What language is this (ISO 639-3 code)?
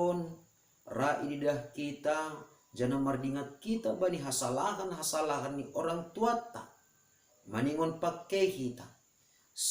bts